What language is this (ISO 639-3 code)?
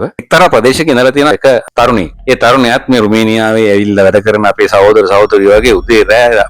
sin